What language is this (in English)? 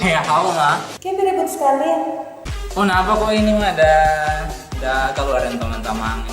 Manado Malay